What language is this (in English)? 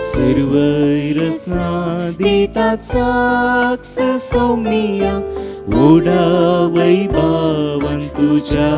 Konkani